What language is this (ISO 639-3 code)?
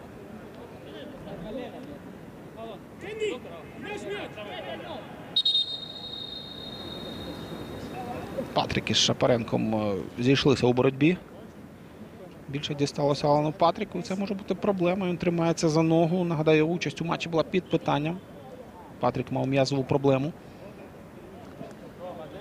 ukr